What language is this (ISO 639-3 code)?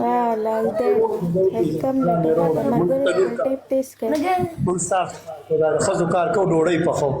pus